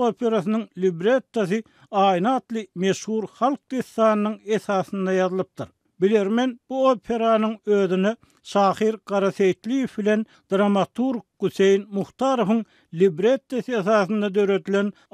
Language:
Turkmen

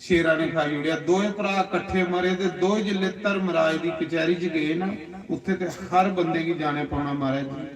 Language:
Dogri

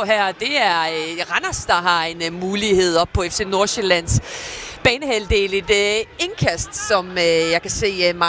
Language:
Danish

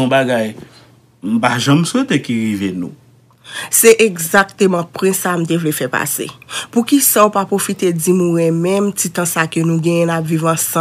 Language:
Haitian Creole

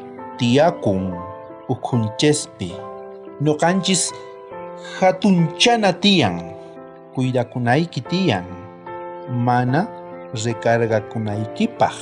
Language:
South Bolivian Quechua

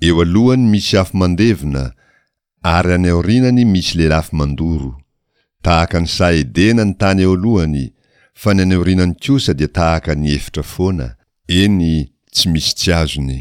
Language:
Malagasy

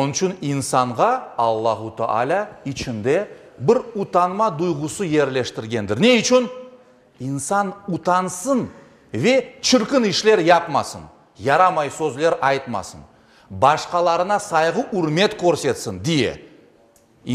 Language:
Crimean Tatar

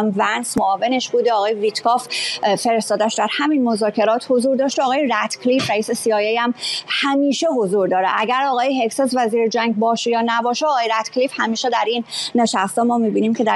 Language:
Persian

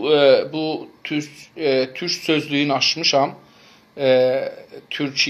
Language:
South Azerbaijani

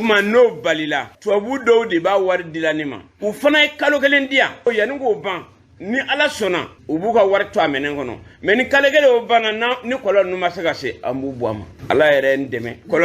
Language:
Bambara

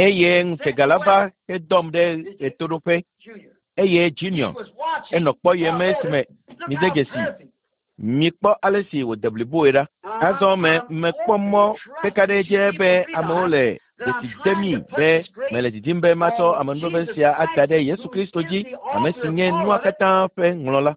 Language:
Ewe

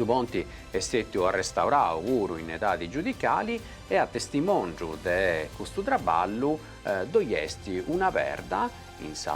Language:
Sardinian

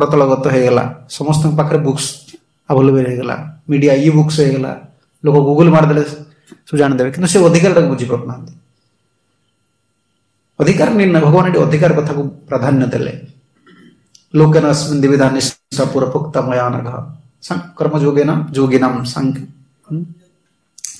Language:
Odia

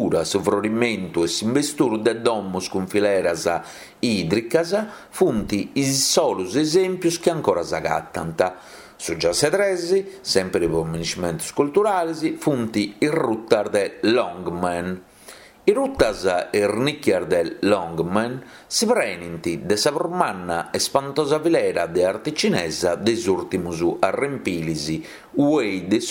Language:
Sardinian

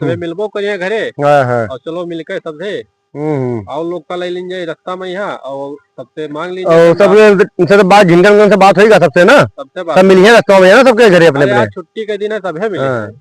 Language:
Awadhi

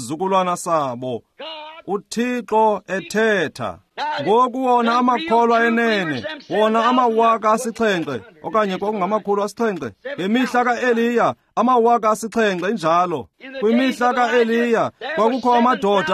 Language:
Xhosa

